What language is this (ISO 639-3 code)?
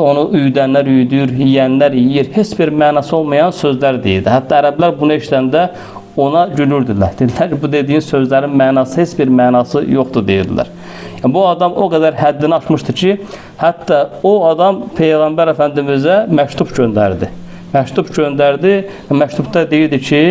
aze